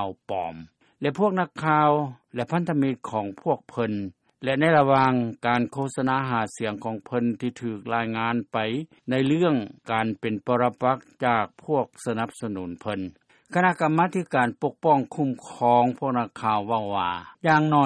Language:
Lao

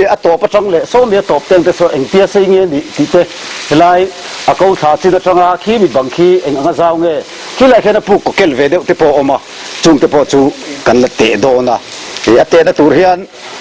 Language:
Mizo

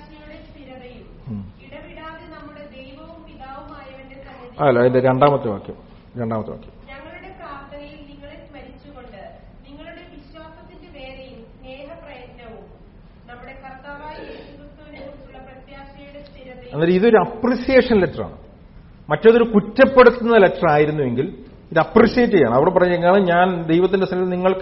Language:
Malayalam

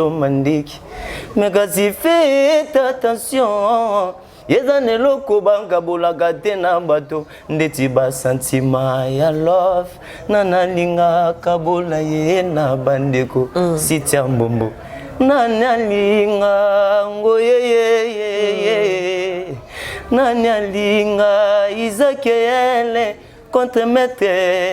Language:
Lingala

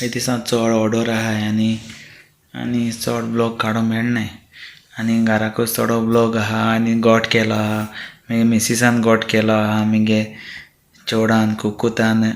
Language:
Konkani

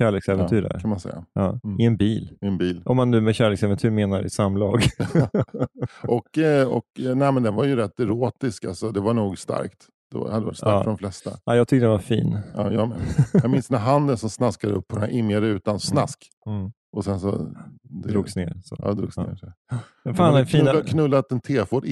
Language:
Swedish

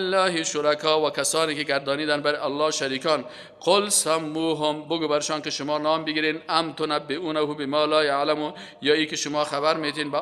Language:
Persian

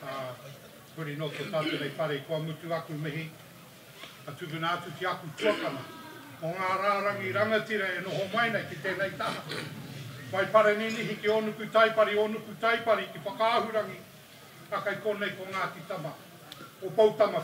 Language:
Māori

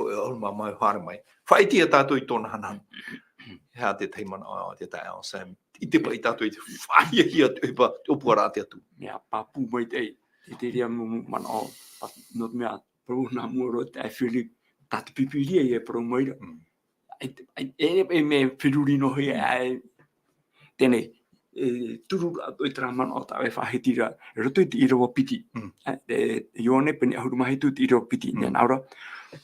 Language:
Tahitian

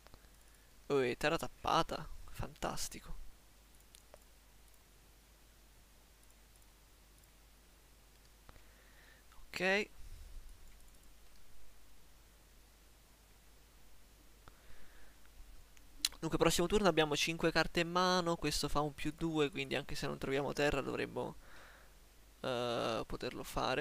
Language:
Italian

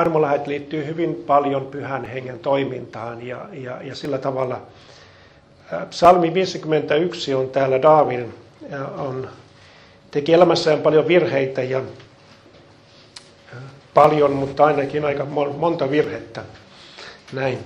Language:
Finnish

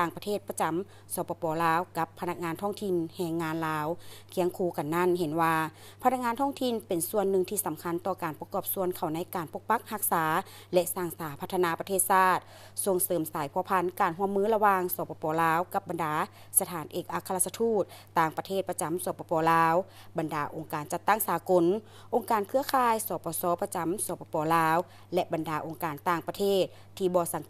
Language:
Lao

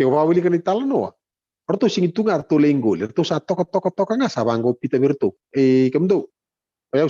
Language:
Fijian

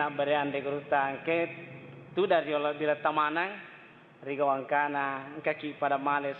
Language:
Buginese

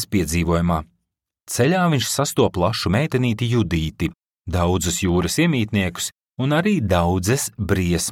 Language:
Latvian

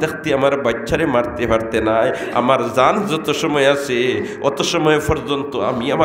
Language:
Sylheti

